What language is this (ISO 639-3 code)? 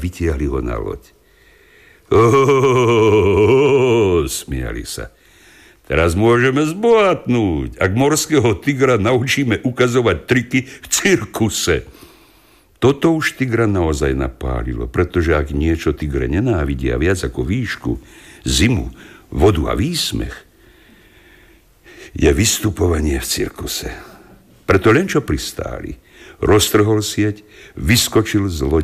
slk